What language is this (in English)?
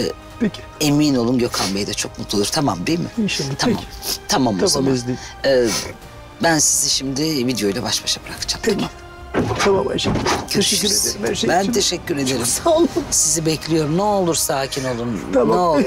Turkish